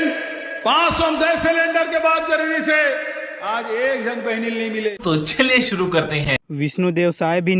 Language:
Chhattisgarhi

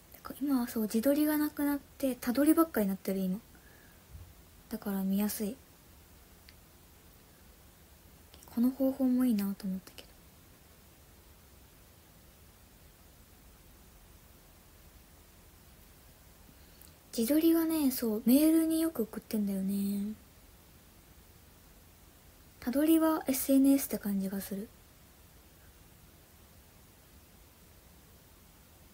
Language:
Japanese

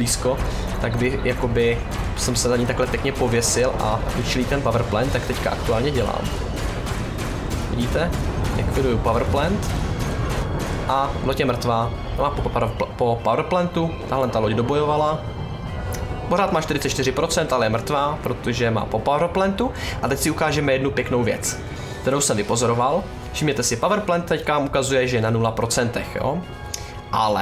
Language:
Czech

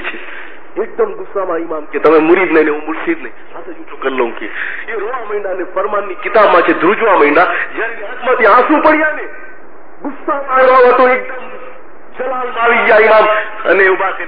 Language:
Gujarati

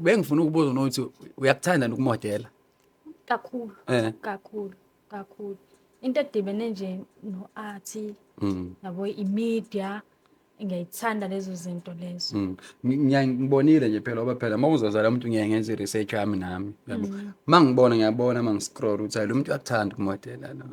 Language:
Zulu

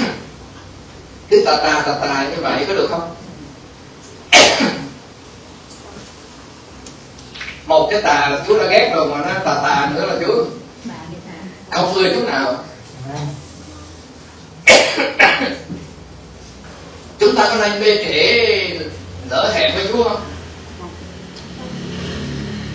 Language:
Vietnamese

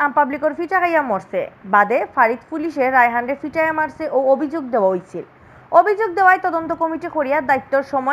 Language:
Sylheti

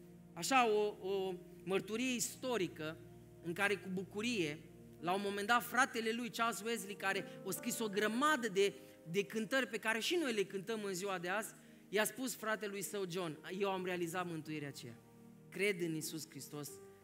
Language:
Romanian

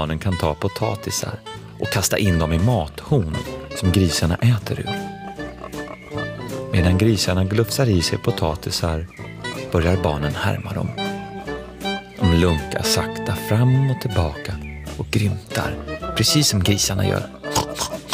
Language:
Swedish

